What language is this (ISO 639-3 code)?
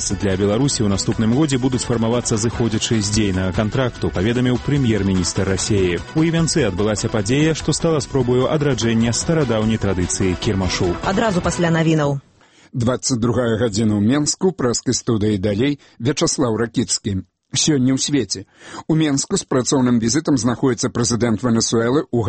bel